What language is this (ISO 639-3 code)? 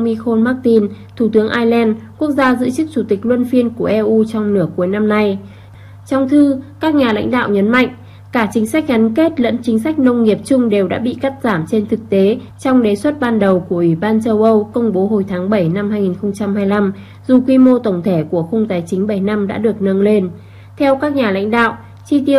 vie